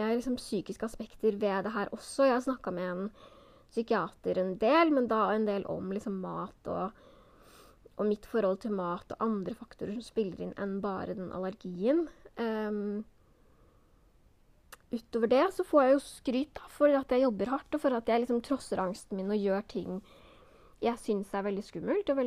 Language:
Norwegian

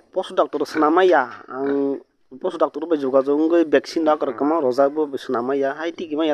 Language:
Kok Borok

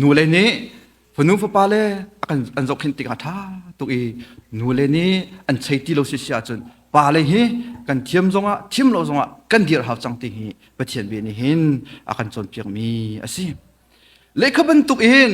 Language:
Hakha Chin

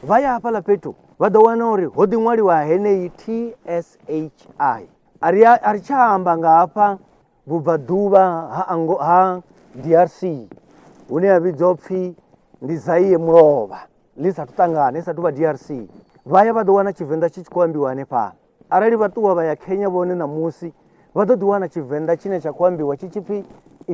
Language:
Venda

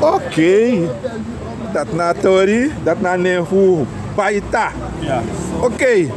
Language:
Sranan Tongo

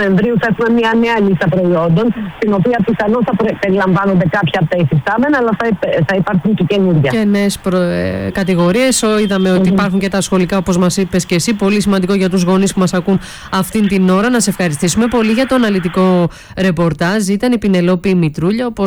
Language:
Greek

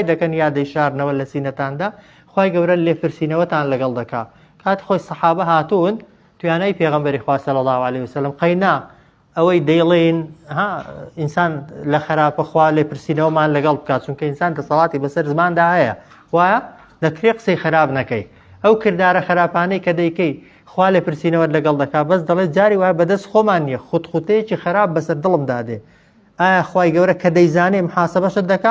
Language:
Central Kurdish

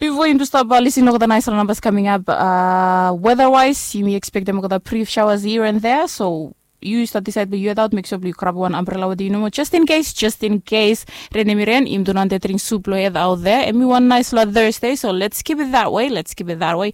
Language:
Bislama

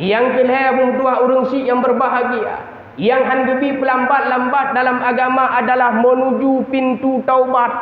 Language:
Achinese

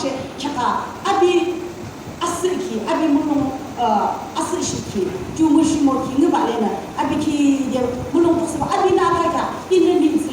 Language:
Yimchungru Naga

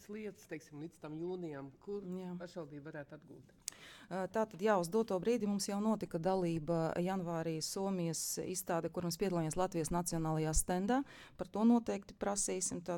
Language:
Latvian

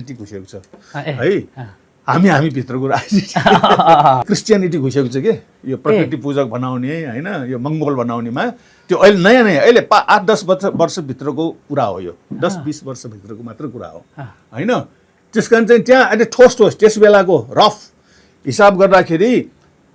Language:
Nepali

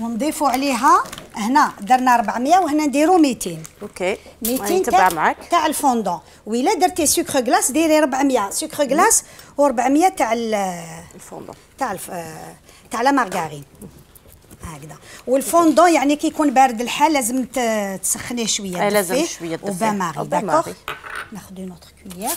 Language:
Algerian Arabic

